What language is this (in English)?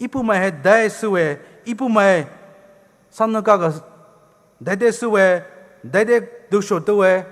Poumei Naga